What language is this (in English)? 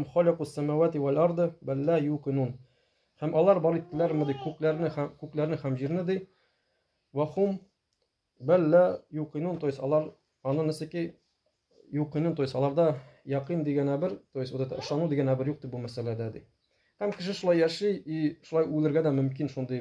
Tatar